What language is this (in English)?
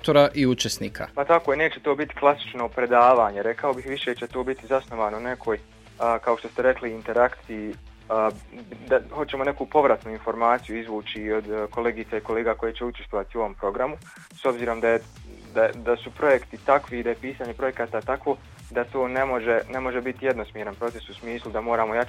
Bosnian